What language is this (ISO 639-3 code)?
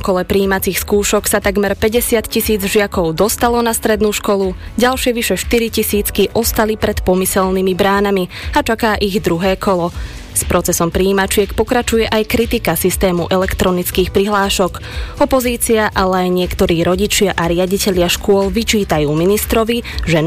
slk